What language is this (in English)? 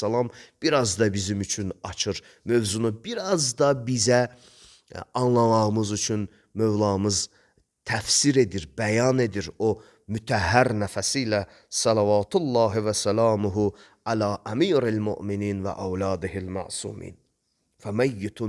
Azerbaijani